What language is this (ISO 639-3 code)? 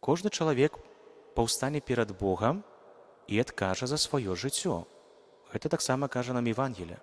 bel